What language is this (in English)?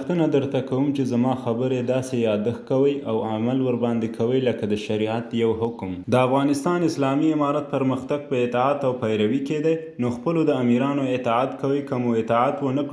Pashto